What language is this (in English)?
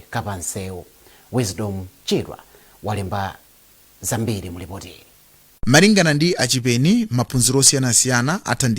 Nyanja